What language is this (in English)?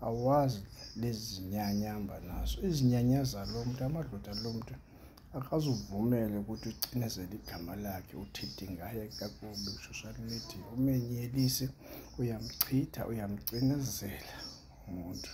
Zulu